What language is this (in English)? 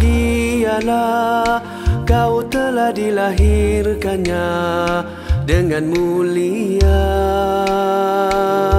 Malay